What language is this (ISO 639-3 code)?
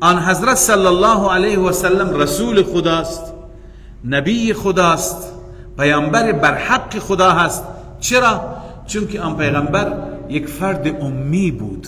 fas